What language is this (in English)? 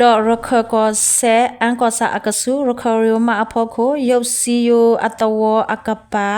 S'gaw Karen